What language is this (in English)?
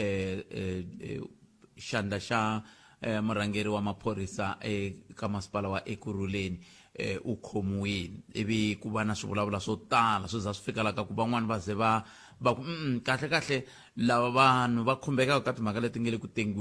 Tsonga